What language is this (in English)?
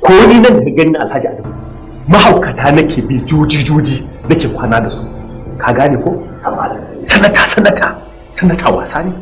Hausa